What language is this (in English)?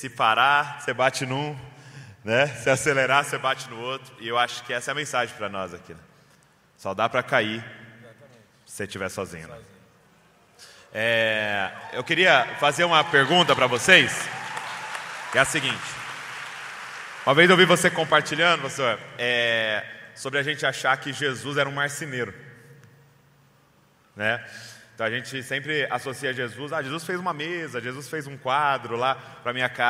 Portuguese